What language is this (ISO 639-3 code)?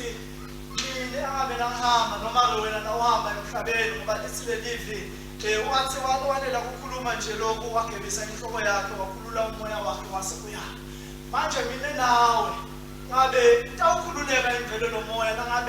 ssw